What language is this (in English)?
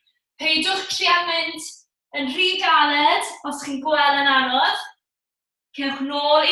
Welsh